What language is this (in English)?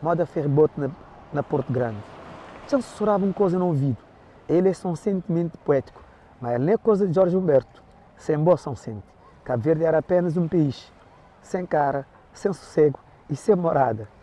Kabuverdianu